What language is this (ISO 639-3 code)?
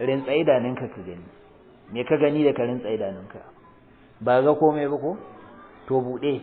hau